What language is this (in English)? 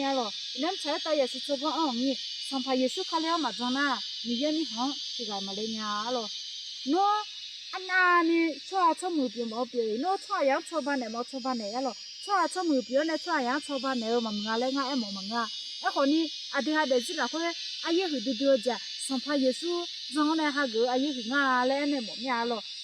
Akha